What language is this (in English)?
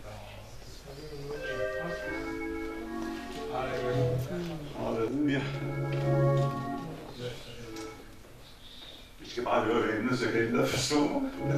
Danish